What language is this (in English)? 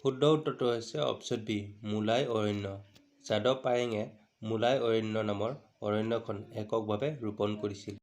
Assamese